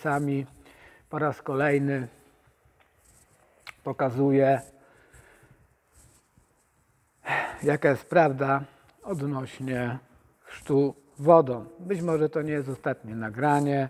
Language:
Polish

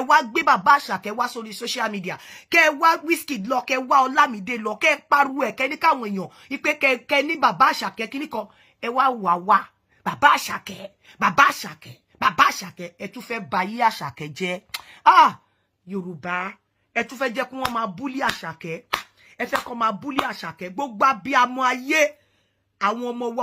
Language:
Yoruba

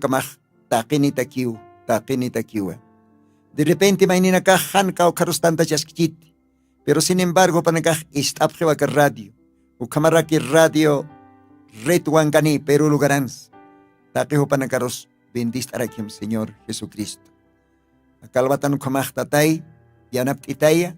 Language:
Aymara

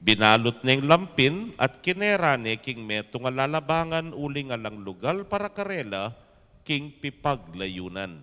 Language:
Pampanga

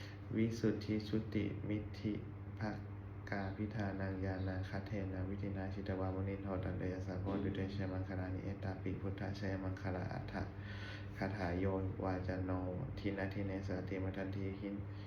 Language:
Pali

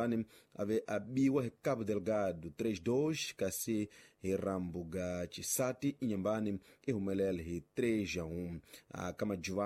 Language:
Tsonga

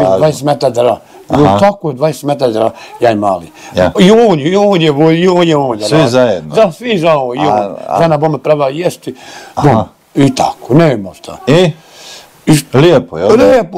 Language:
Bosnian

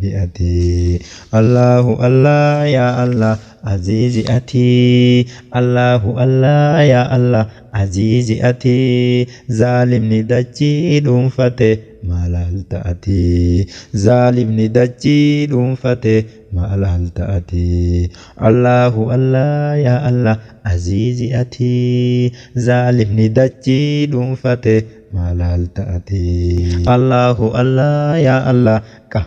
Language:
Oromo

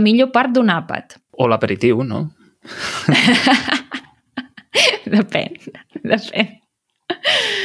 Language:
Catalan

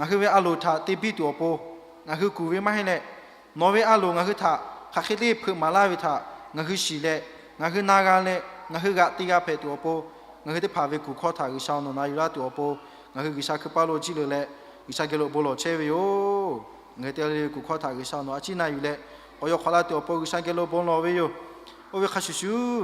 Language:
Lahu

